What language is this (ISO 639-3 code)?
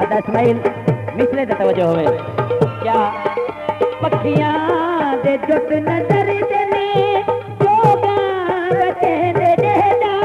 skr